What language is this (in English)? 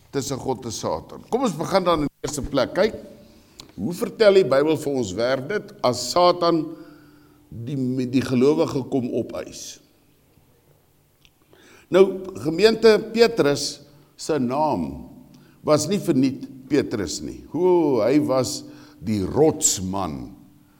Afrikaans